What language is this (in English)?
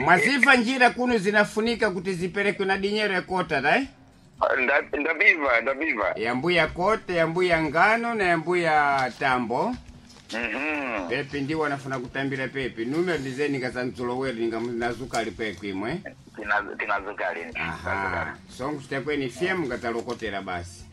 Sena